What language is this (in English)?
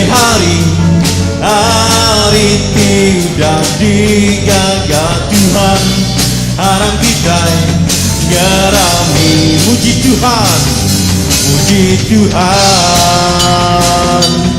Iban